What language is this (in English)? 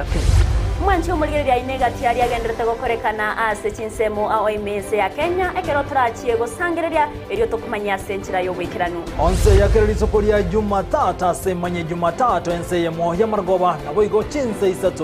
Gusii